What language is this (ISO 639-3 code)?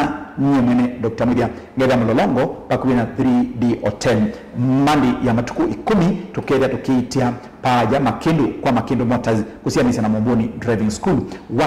kam